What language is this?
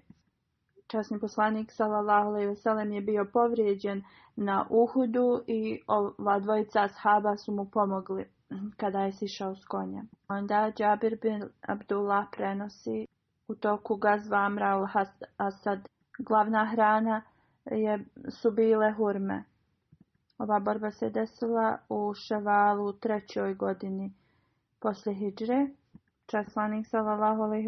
Bosnian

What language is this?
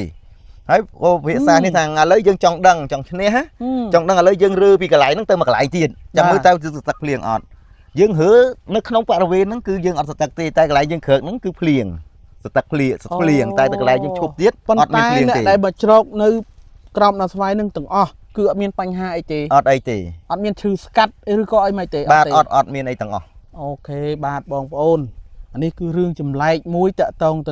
Khmer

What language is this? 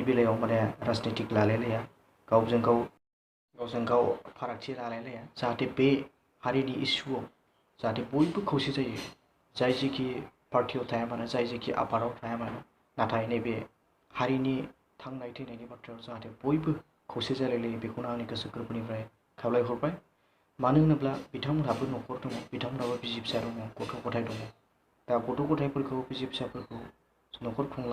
Bodo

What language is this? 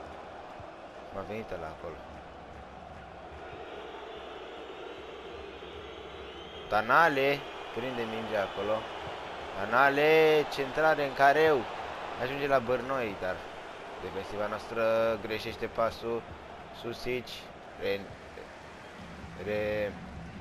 Romanian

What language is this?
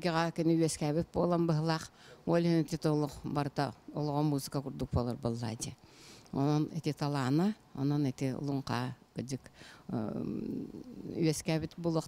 Yakut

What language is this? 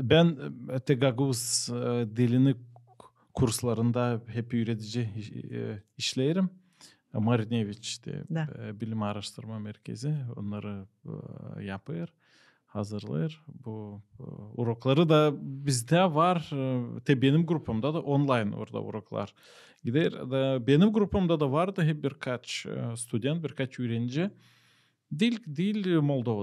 Gagauz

